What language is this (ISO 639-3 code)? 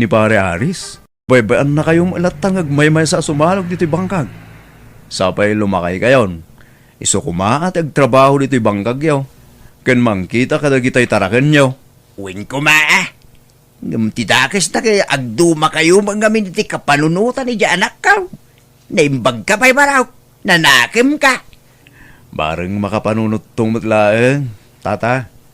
ilo